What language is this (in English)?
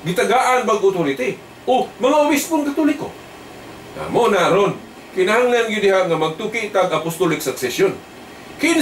Cebuano